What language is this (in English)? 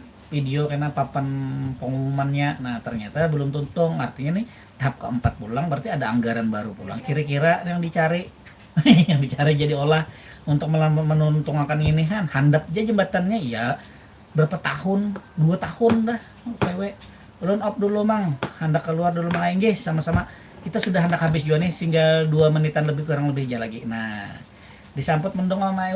Banjar